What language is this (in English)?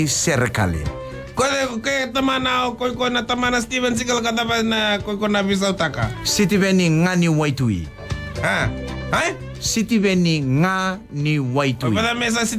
Fijian